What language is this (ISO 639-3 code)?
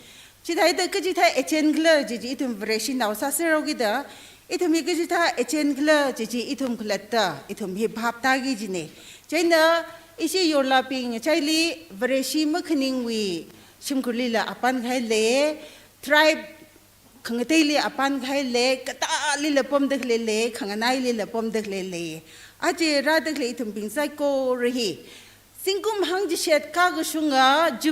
nmf